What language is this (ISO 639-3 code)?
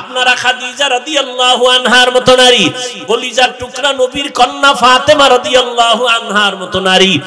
ben